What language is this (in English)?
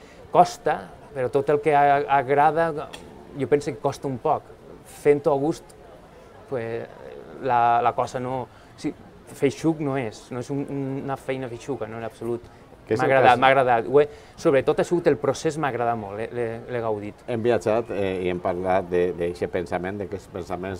Catalan